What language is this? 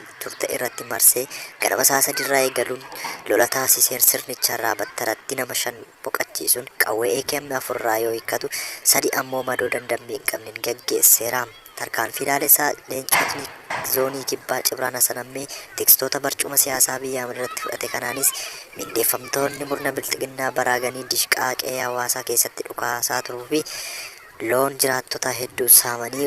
Oromo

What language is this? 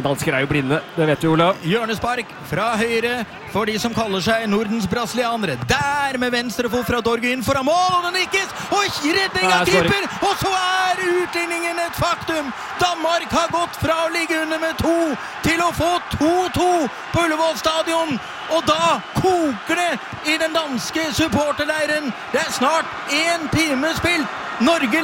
Norwegian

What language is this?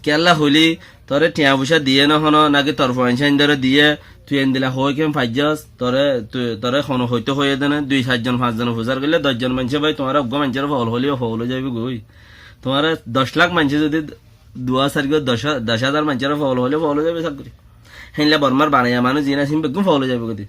Rohingya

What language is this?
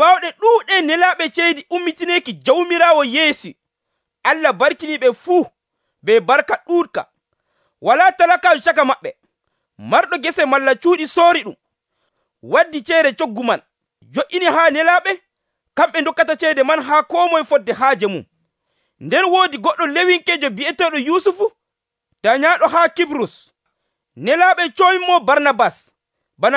Nigerian Fulfulde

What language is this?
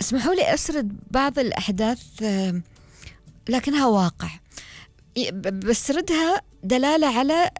Gulf Arabic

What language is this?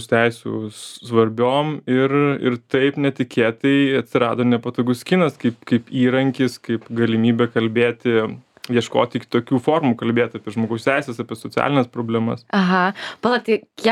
Lithuanian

